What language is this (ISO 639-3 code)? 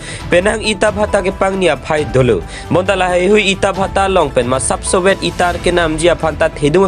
mjw